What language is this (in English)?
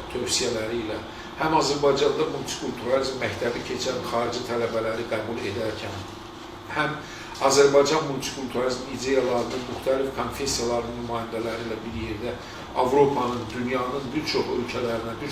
Azerbaijani